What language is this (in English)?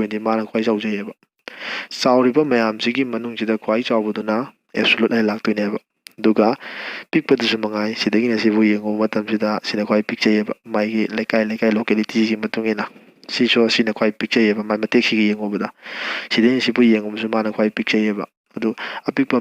Manipuri